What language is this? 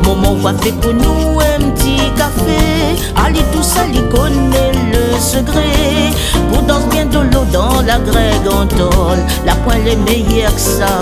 Réunion Creole French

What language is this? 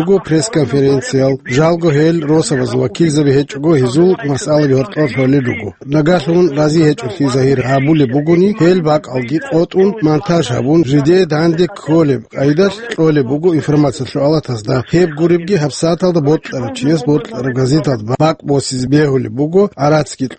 Avaric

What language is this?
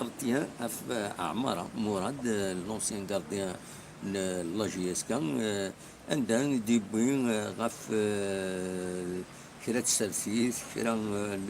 Kabyle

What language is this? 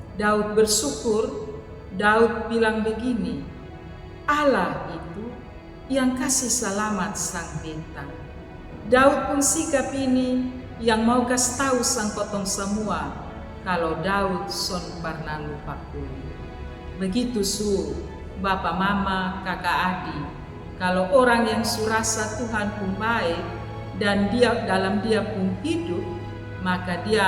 Kupang Malay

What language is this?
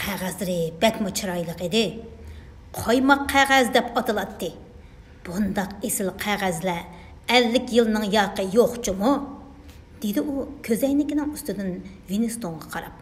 Uyghur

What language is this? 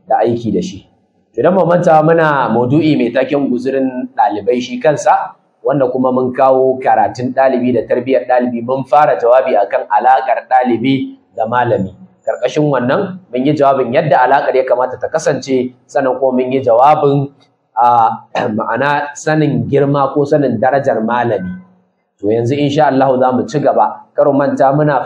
Hausa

